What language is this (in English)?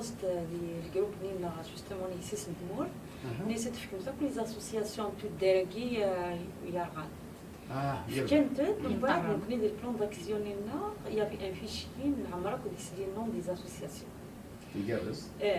Kabyle